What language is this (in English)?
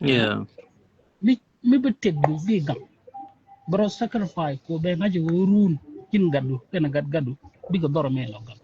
Nuer